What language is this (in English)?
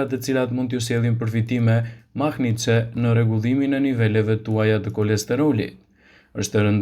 Albanian